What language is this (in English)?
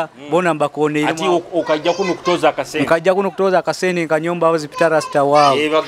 Nyoro